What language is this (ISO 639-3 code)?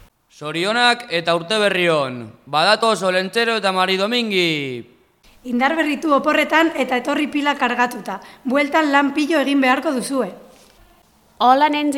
eus